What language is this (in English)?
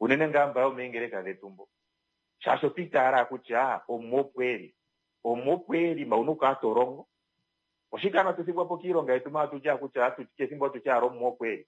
Kuanyama